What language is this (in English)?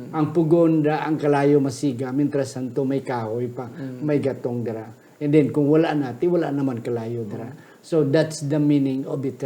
Hiligaynon